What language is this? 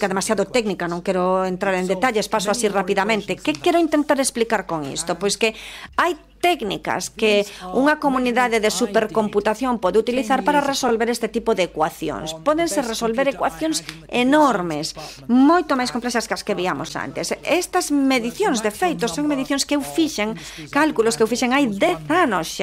Galician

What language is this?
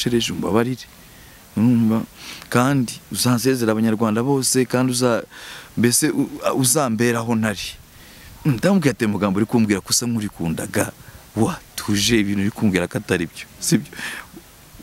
Kinyarwanda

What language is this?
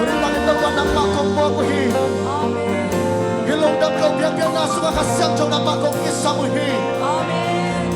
Tedim Chin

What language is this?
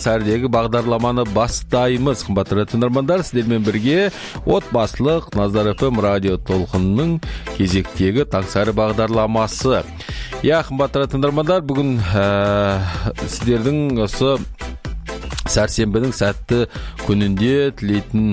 Kazakh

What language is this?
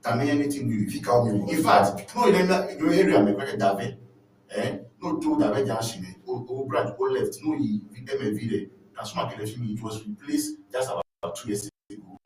Ewe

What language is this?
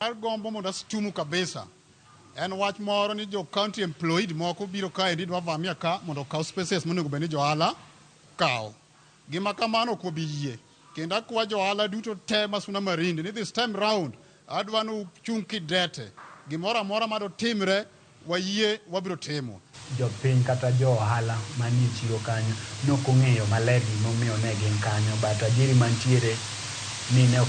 Luo (Kenya and Tanzania)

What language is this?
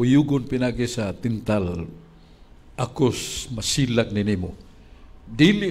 Cebuano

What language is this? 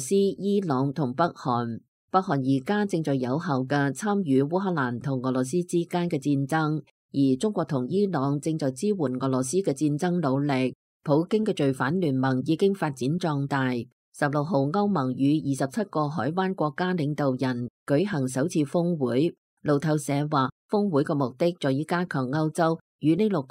Cantonese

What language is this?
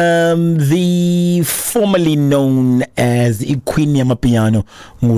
Xhosa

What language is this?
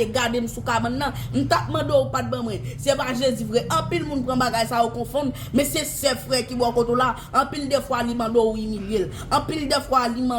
Haitian Creole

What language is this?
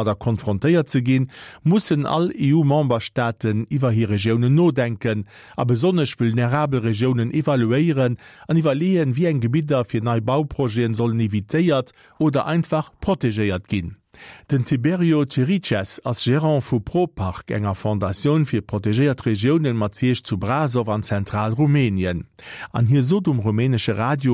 Luxembourgish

